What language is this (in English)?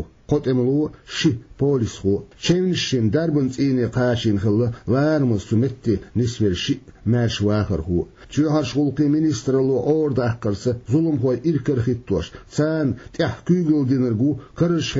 Chechen